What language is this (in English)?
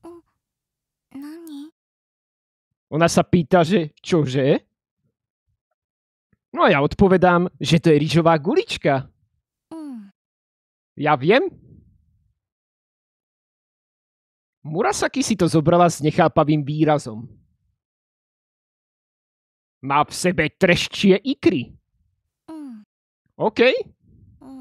Slovak